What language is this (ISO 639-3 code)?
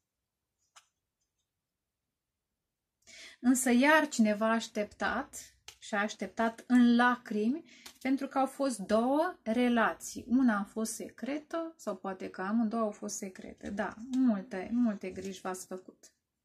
ron